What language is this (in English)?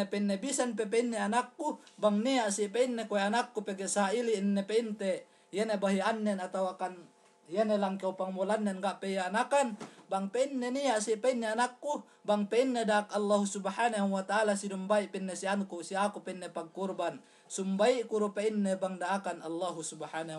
Yakan